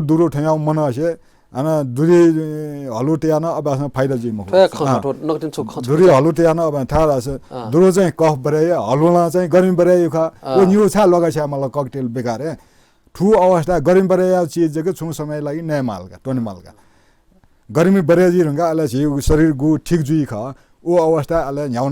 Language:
Newari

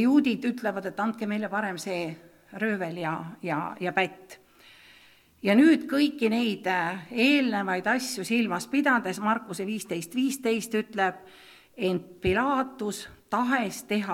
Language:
Estonian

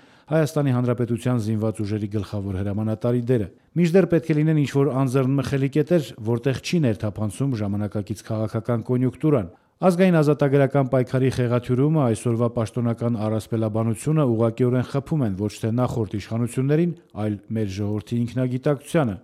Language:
Armenian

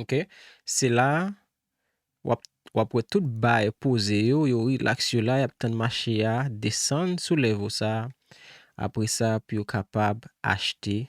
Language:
Haitian Creole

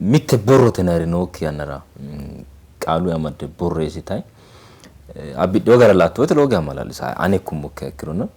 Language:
Sidamo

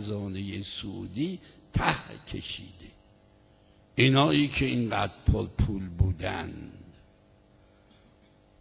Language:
Persian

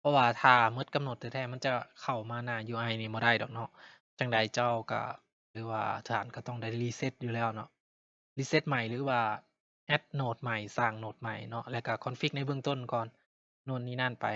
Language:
Lao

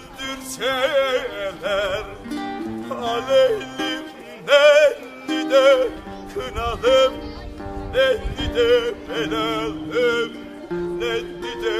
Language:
Turkish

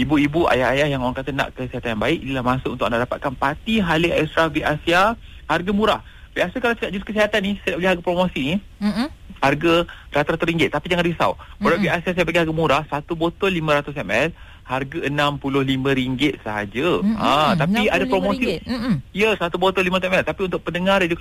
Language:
Malay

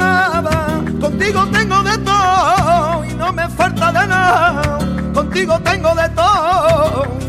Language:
Spanish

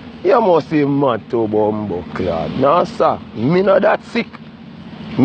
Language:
Jamaican Creole English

